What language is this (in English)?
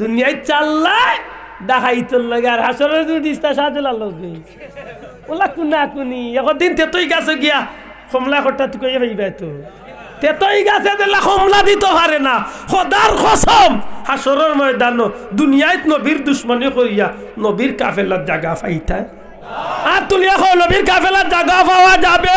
Sylheti